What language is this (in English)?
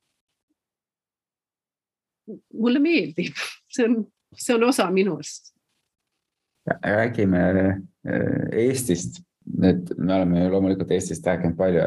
Estonian